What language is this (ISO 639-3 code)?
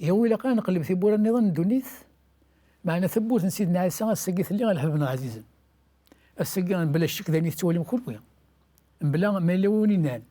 kab